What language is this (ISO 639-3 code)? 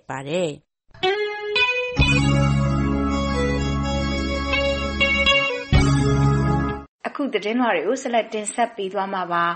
mya